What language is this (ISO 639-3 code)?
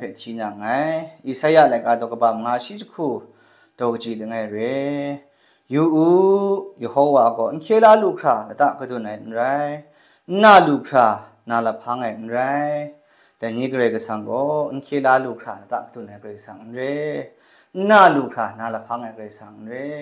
kac